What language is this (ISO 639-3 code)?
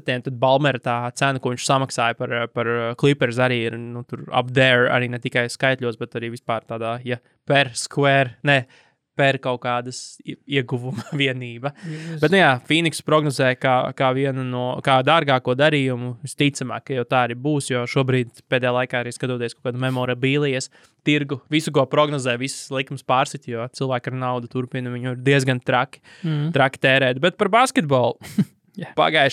lav